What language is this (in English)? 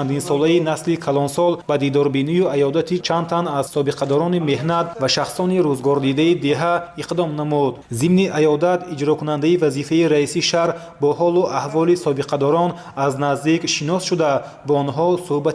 Tajik